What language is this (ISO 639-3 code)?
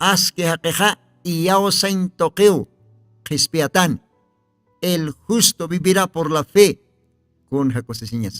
aym